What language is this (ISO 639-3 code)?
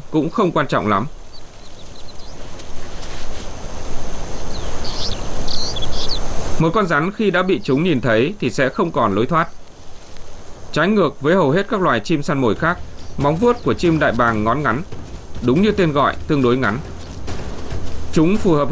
vie